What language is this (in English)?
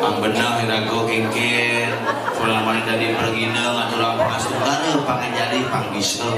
Balinese